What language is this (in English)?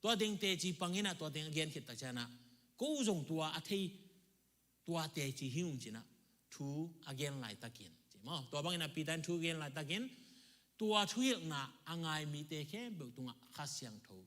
Tedim Chin